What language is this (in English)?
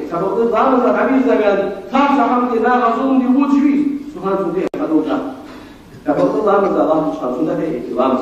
Ingush